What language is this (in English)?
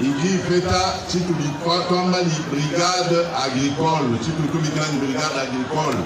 Luba-Lulua